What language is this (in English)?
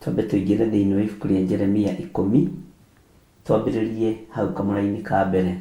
Kikuyu